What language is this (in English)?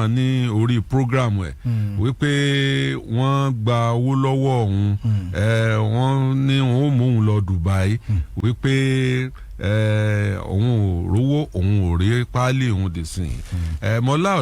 Yoruba